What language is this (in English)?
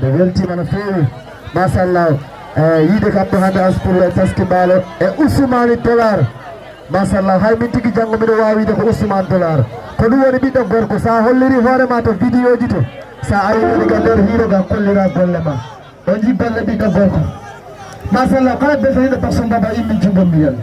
Fula